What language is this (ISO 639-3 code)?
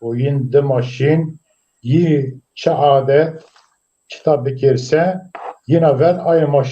zza